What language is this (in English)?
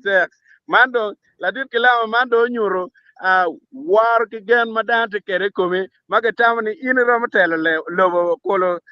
Acoli